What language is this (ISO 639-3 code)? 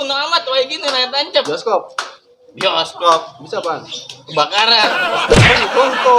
bew